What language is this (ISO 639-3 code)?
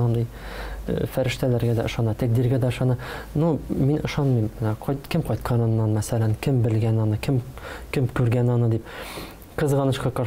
tat